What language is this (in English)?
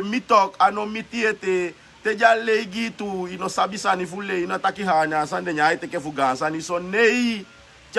Sranan Tongo